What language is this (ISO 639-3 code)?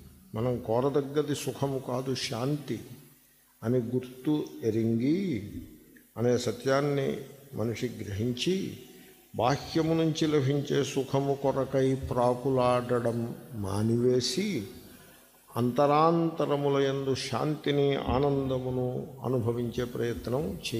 tel